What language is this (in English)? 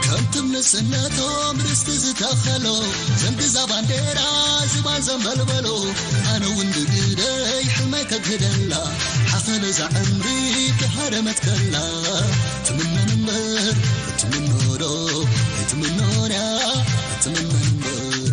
Tigrinya